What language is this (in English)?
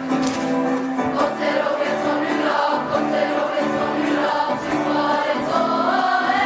Māori